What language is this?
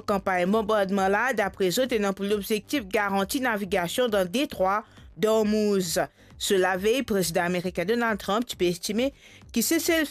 Morisyen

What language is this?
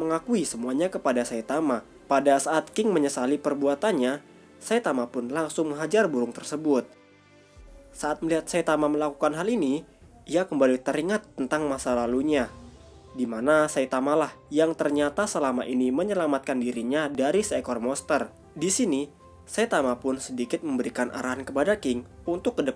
Indonesian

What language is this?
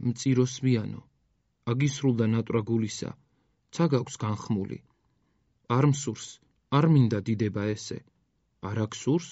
Georgian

